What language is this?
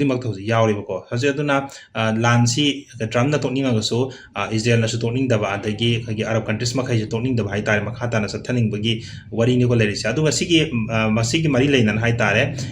Manipuri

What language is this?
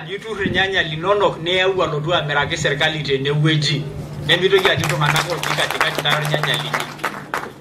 Masai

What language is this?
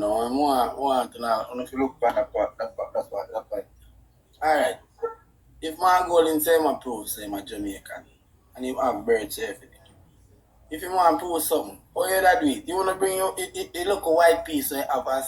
Jamaican Creole English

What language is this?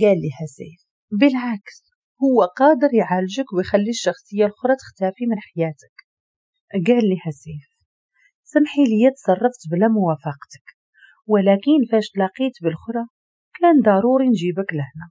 Moroccan Arabic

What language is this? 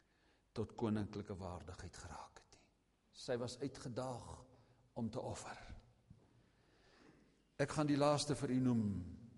Afrikaans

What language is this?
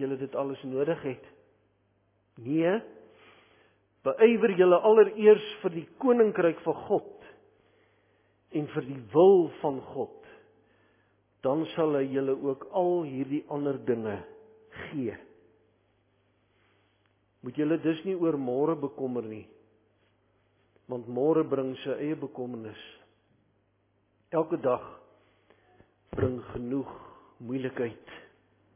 Afrikaans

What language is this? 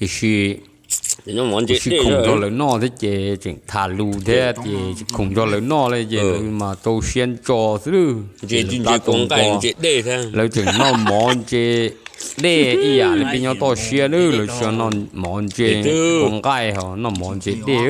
Hmong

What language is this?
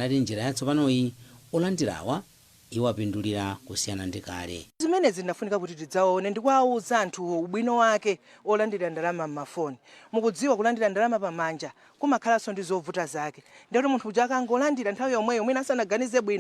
Nyanja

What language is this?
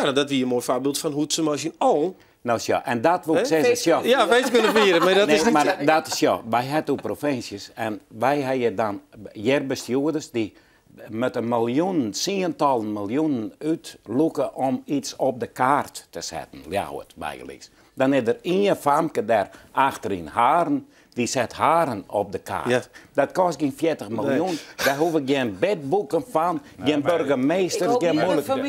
Western Frisian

